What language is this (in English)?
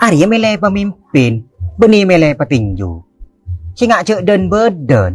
Madurese